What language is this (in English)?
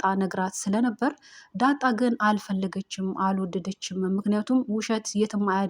Amharic